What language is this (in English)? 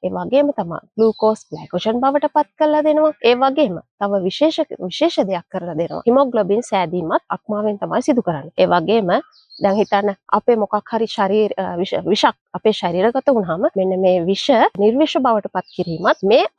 Sinhala